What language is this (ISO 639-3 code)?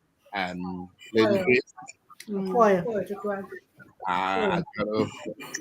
ach